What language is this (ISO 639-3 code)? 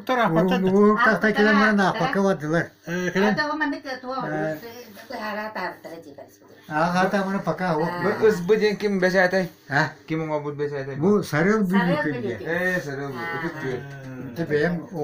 sah